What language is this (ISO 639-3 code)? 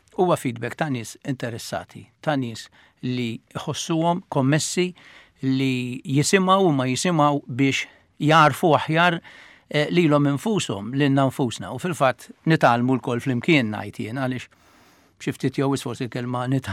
mlt